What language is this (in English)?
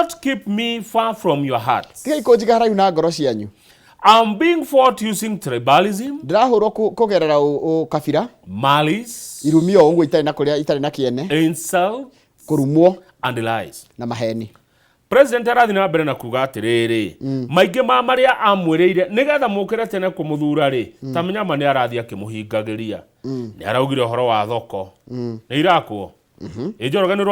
Kikuyu